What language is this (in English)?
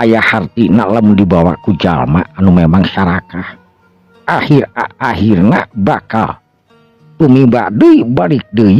Sundanese